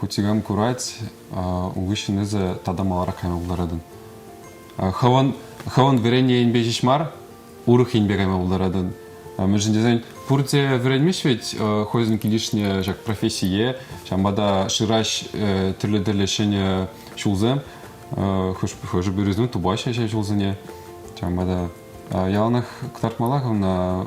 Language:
Chuvash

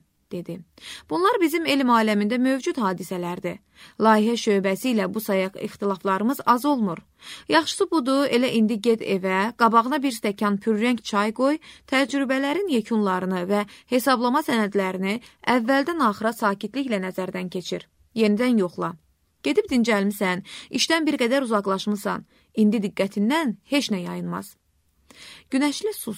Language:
Azerbaijani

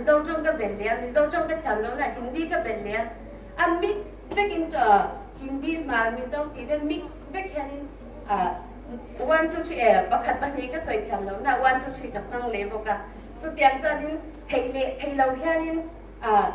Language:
Hmar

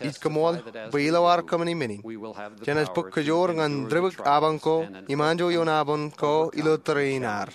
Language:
Marshallese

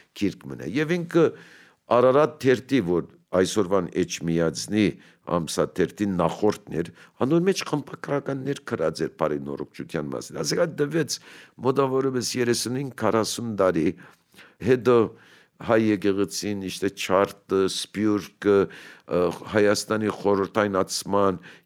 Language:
Armenian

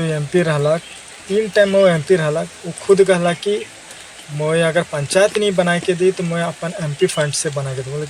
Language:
Sadri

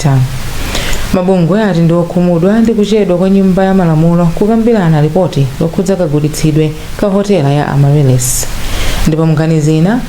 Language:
Nyanja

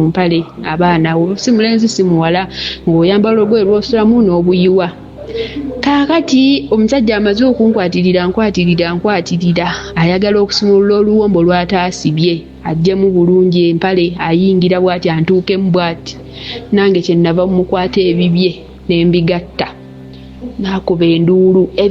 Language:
Ganda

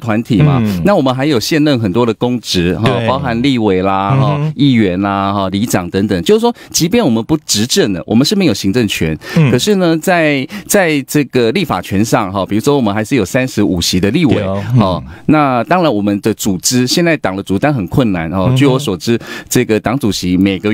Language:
Chinese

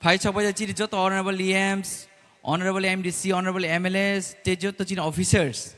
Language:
Kok Borok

